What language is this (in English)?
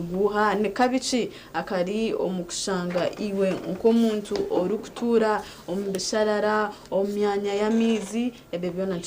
Nyankole